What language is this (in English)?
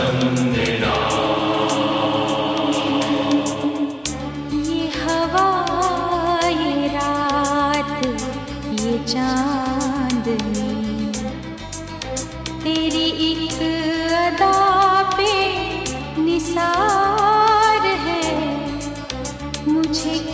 Hindi